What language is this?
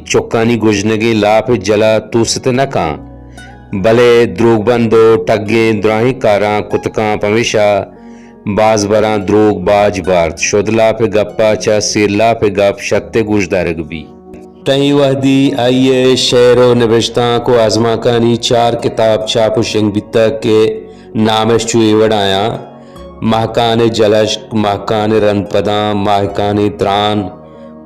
Baluchi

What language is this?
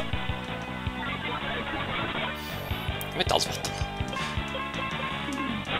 Swedish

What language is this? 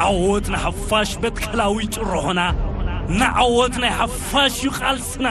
Tigrinya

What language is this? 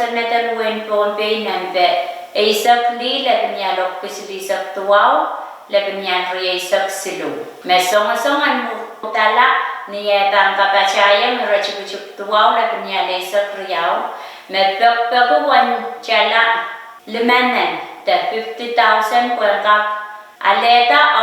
Pohnpeian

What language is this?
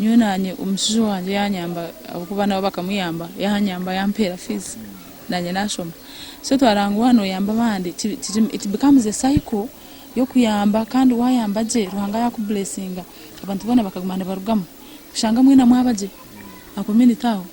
Nyankole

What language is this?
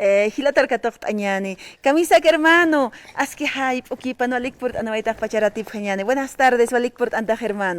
Aymara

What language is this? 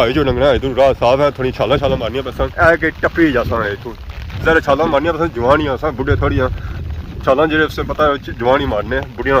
Pahari-Potwari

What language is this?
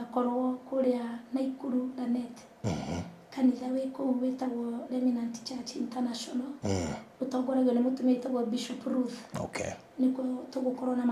Kikuyu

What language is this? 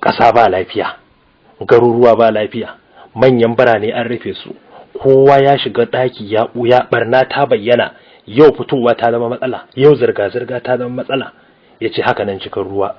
Hausa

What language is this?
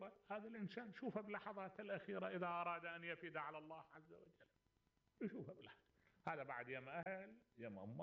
Mesopotamian Arabic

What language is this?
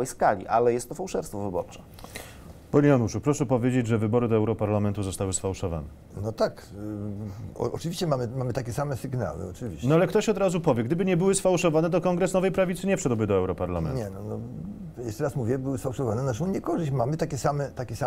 Polish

